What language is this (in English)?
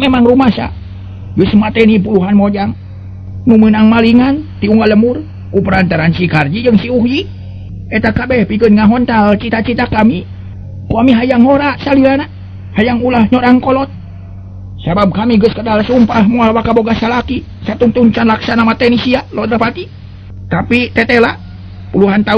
Sundanese